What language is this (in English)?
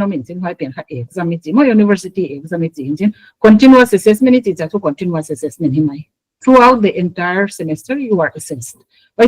Paite Chin